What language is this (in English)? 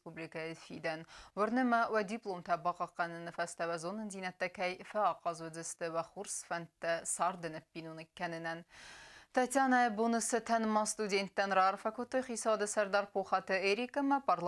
Ossetic